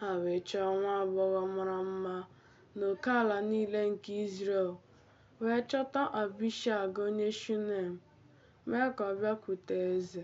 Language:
Igbo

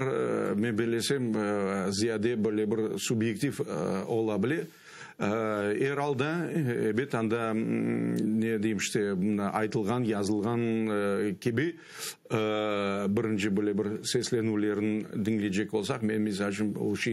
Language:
Crimean Tatar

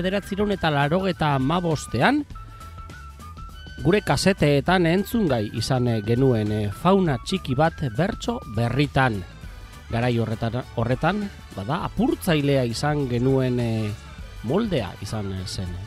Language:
Basque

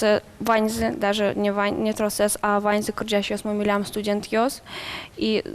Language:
Udmurt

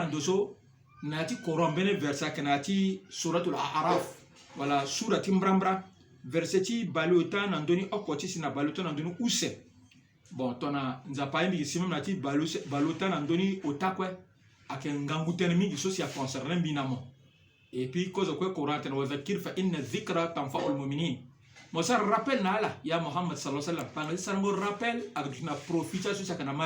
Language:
Sango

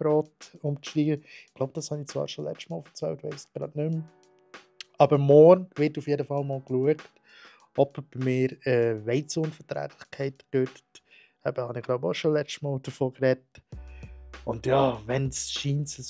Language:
Swiss German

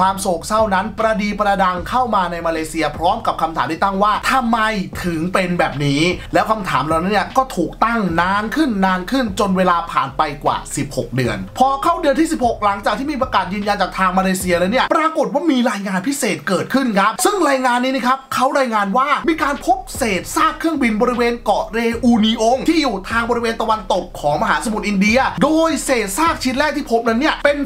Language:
Thai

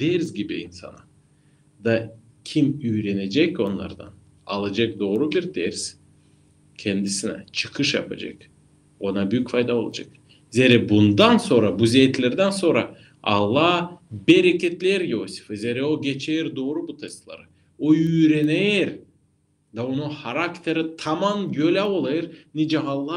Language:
Gagauz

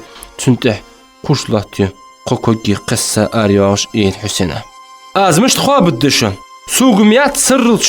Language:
Ingush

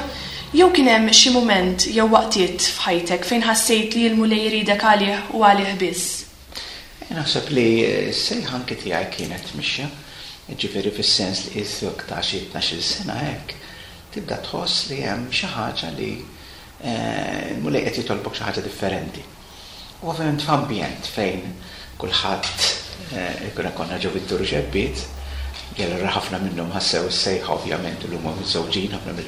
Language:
Maltese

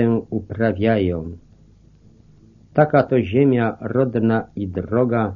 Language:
Polish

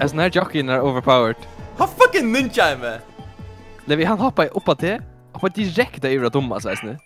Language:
Faroese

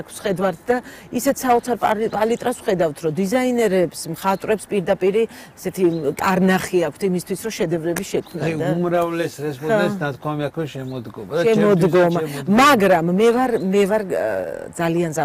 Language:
Georgian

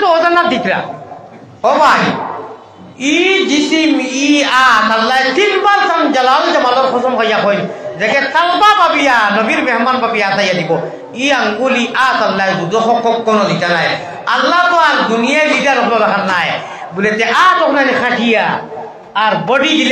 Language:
Sylheti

